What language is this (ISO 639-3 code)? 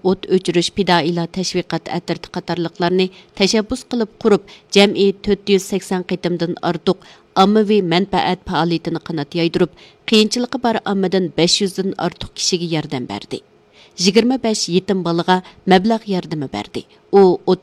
uig